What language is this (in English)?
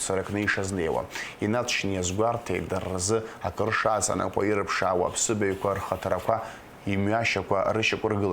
Abkhazian